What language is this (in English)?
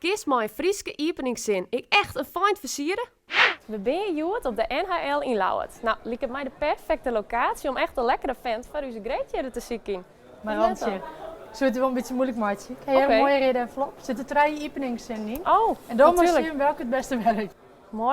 Western Frisian